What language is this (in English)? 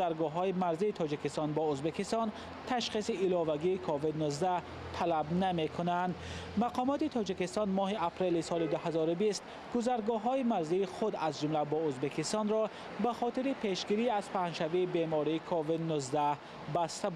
Tajik